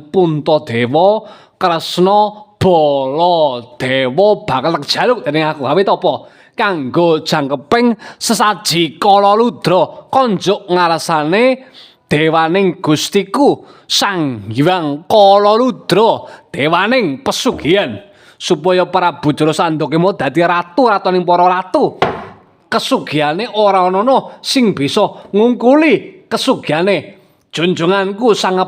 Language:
Javanese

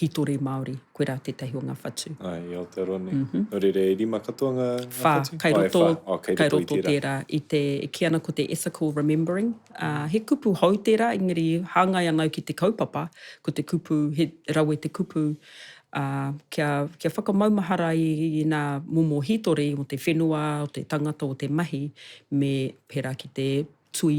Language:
Māori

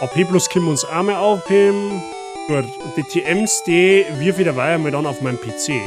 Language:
Bavarian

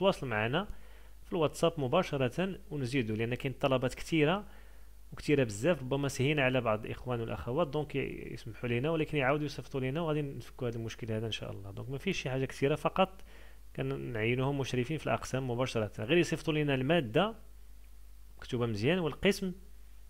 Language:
Moroccan Arabic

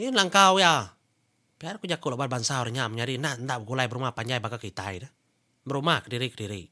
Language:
Iban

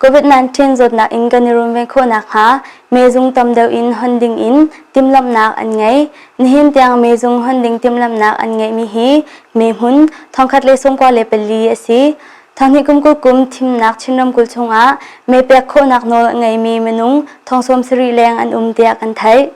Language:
Hakha Chin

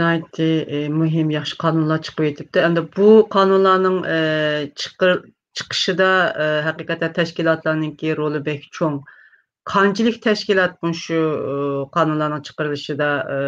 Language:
Uyghur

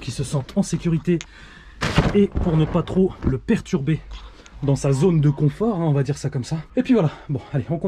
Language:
French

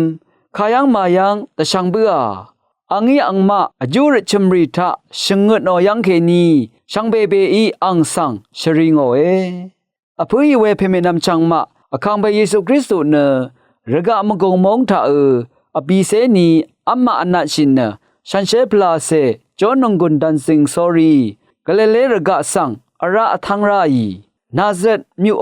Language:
Rawang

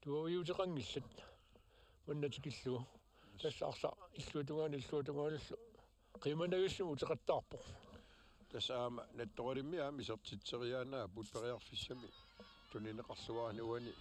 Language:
Kalaallisut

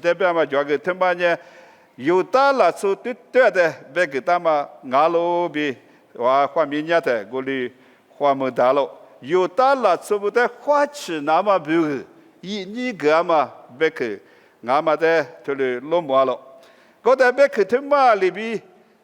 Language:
Lisu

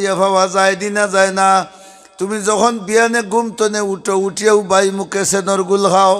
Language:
Sylheti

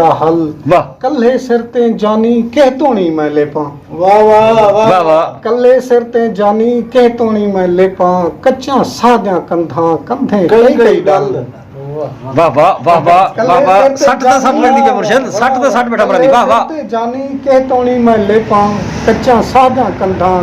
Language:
Saraiki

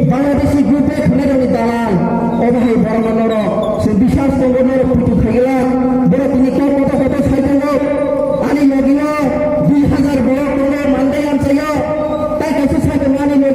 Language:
Kok Borok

